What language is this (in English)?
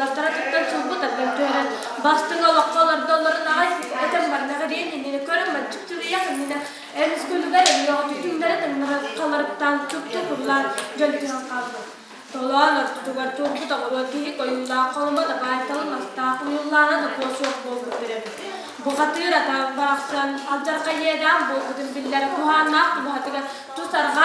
Yakut